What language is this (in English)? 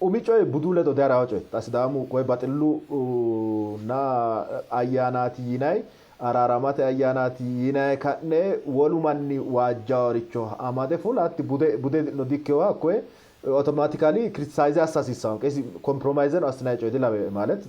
Sidamo